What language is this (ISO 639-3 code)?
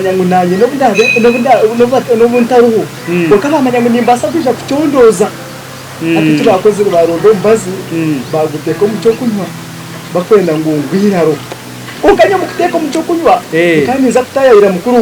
nyn